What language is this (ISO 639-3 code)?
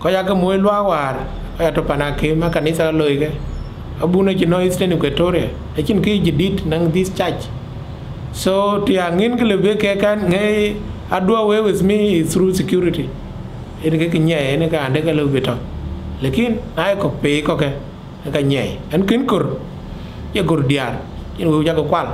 din